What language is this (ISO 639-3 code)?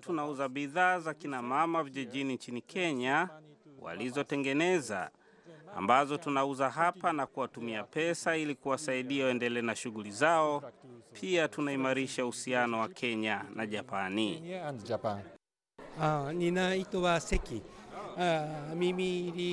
swa